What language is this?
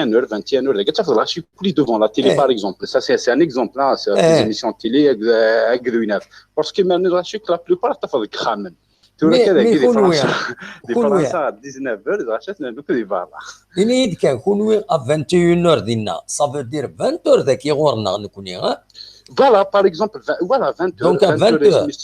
Kabyle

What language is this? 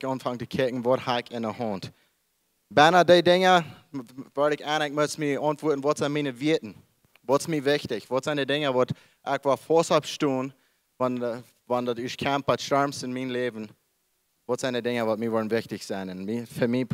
Plautdietsch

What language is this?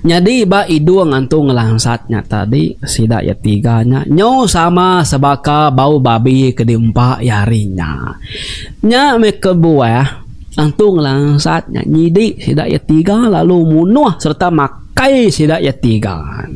Iban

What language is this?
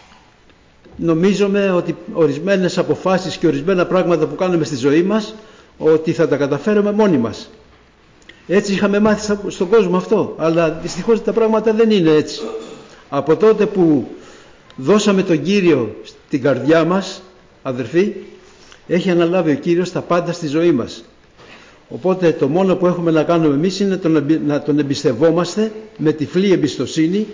Greek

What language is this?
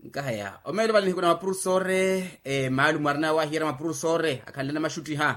Makhuwa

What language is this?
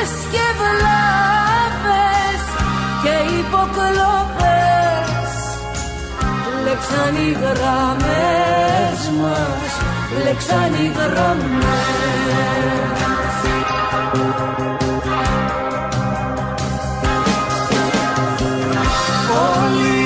Greek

